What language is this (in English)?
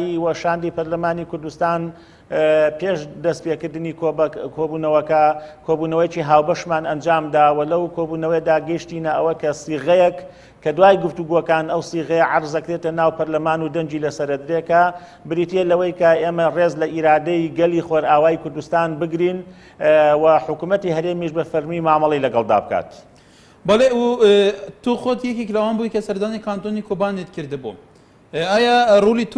Central Kurdish